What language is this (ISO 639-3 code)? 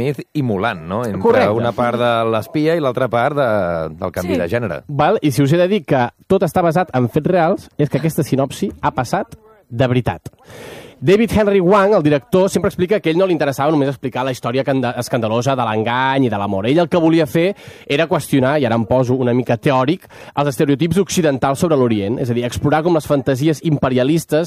cat